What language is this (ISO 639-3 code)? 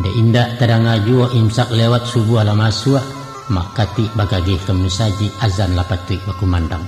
min